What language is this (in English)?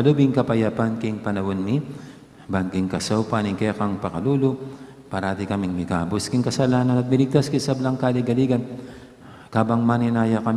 Pampanga